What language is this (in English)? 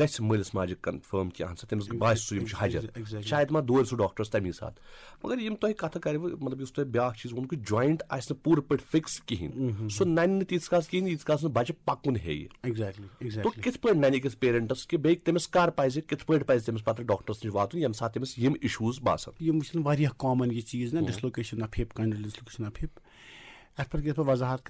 Kashmiri